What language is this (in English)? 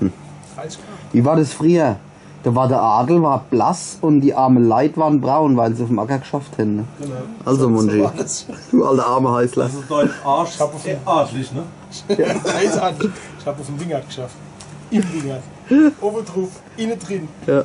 Palatine German